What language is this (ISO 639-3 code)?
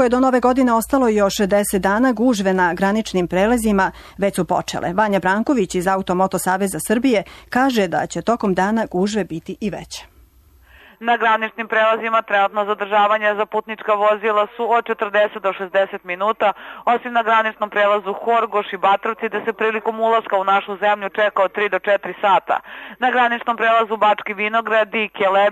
srp